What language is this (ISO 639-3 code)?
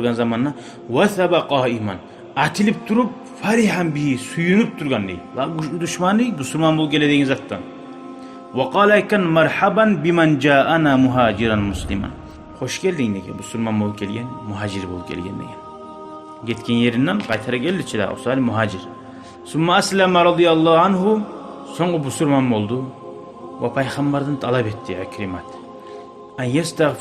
kum